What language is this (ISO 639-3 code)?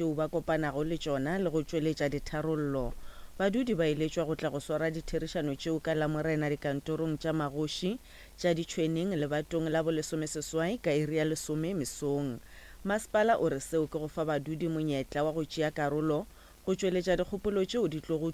nso